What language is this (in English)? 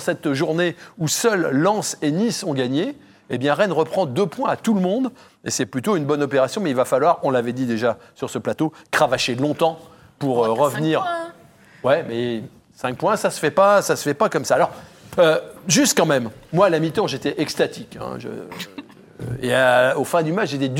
French